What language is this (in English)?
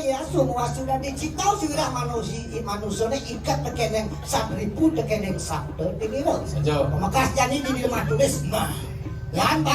Balinese